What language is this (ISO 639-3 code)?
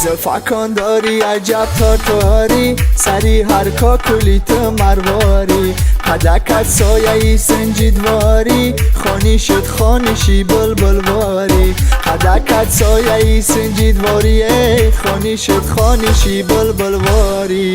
tgk